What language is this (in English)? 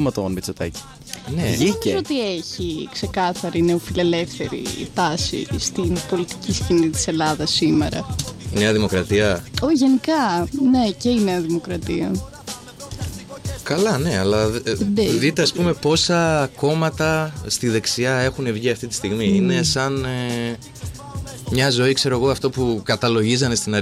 Greek